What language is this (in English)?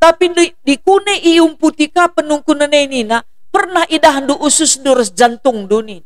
Batak Karo